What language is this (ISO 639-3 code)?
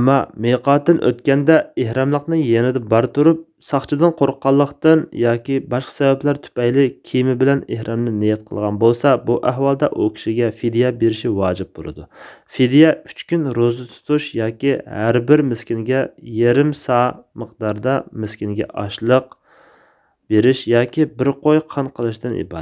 uig